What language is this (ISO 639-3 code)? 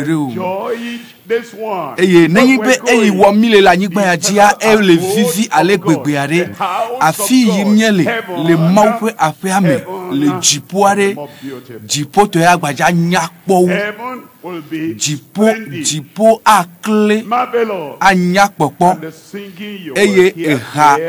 ewe